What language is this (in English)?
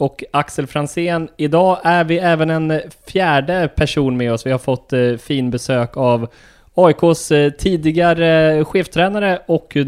Swedish